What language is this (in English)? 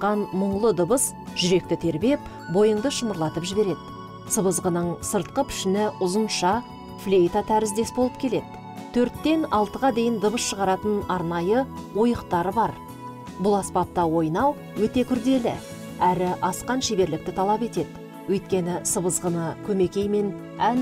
Kazakh